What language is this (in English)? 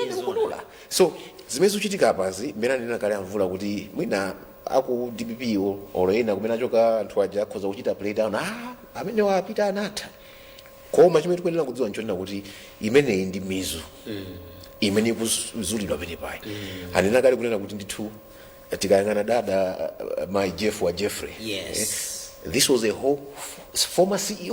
Nyanja